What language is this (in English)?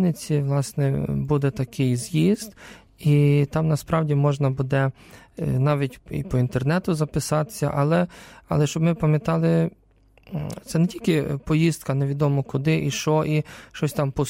Ukrainian